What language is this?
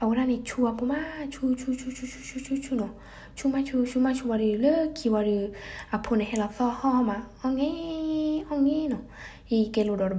S'gaw Karen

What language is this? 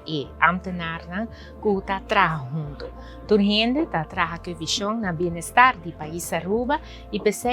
Papiamento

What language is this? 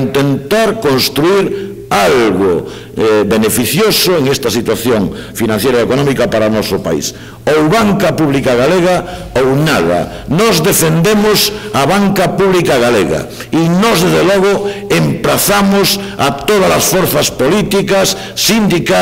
Galician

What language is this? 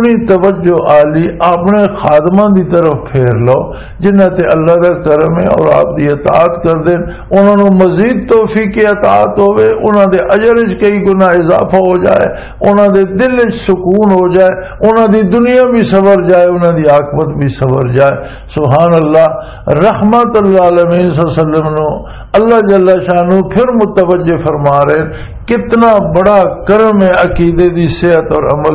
Western Panjabi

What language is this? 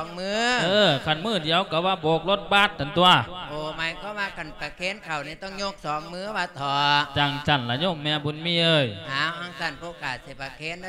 Lao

